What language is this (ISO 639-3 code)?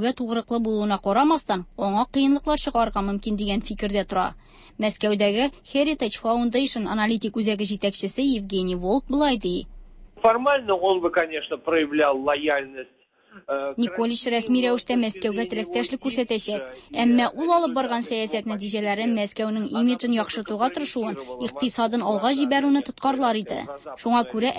tat